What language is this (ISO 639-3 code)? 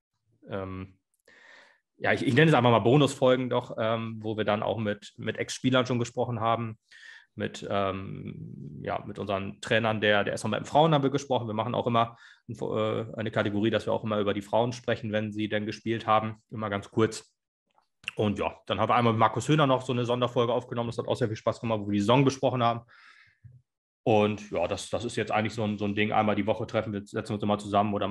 deu